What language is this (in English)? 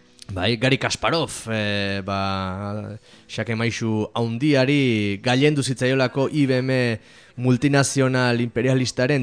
Basque